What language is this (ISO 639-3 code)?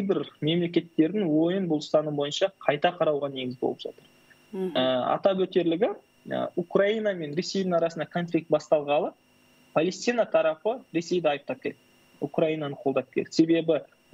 kaz